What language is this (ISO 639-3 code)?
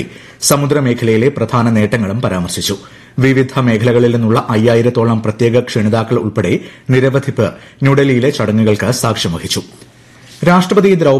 mal